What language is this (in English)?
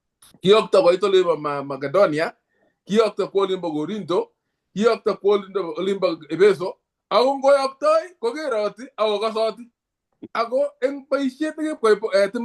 Kalenjin